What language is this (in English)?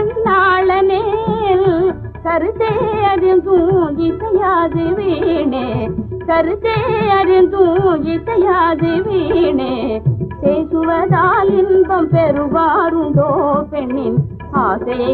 Tamil